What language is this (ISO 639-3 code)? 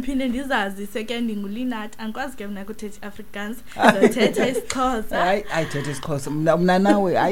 xho